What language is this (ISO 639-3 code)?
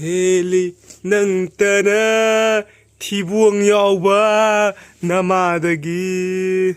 mni